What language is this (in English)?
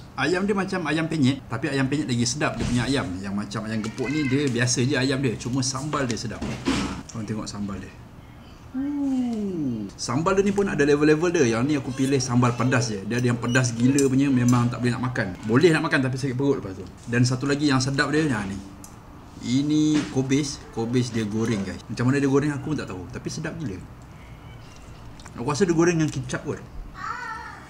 Malay